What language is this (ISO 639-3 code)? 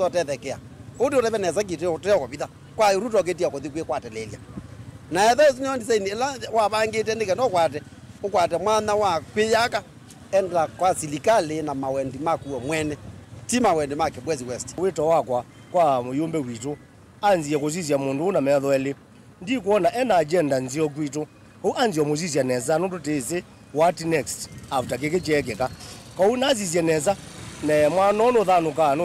kam